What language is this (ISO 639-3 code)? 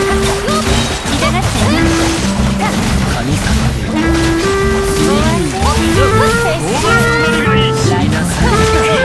jpn